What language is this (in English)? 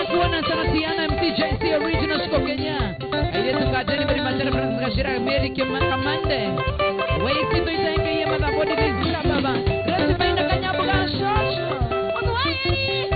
Kikuyu